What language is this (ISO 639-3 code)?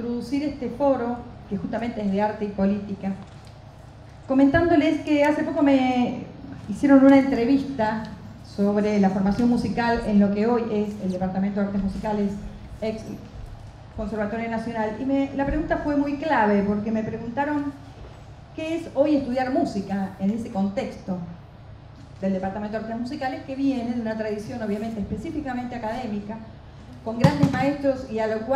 spa